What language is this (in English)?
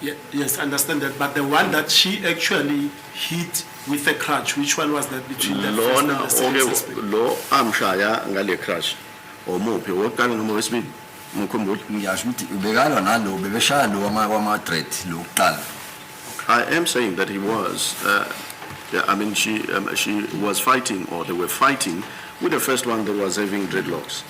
Zulu